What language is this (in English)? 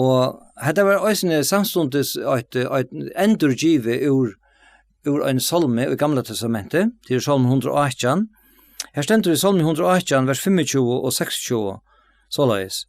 Faroese